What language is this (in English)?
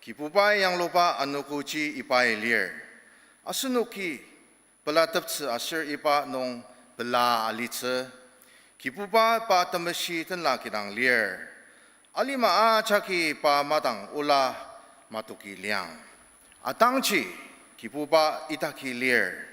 Ao Naga